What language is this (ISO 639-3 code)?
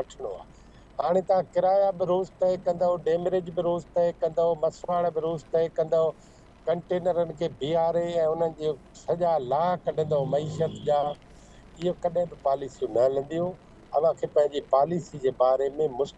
snd